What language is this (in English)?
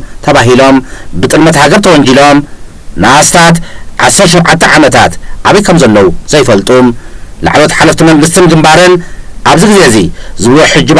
Tigrinya